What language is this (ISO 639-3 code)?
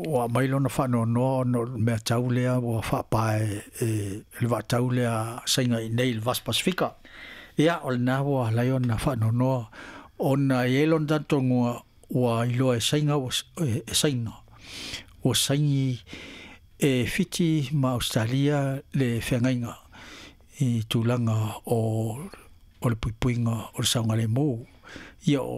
smo